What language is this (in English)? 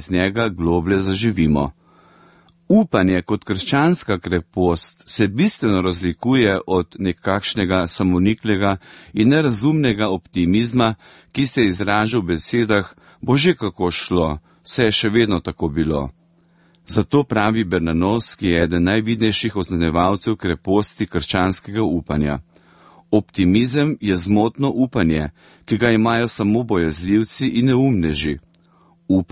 Slovenian